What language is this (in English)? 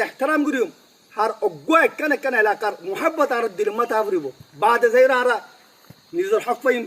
Rohingya